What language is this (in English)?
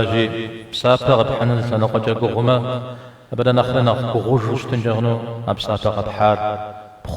Kabardian